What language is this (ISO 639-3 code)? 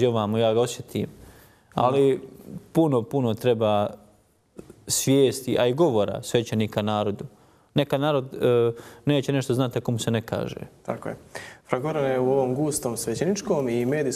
hrv